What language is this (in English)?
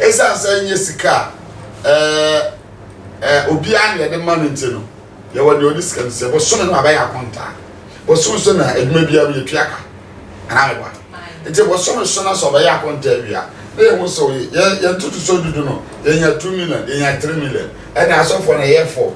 Akan